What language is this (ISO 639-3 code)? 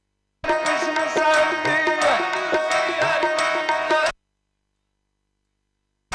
pan